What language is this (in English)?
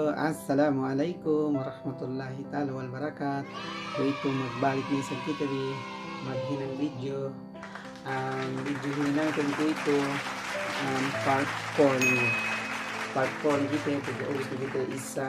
Yakan